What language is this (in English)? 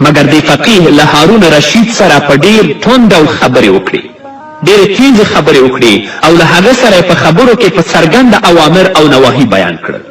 Pashto